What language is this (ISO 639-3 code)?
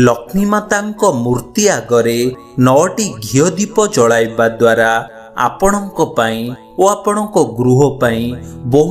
ori